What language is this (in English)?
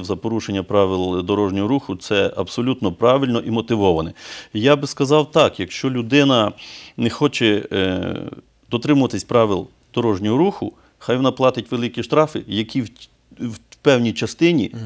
Ukrainian